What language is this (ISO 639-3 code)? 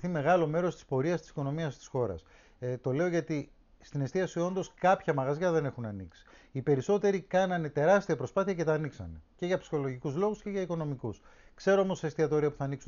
ell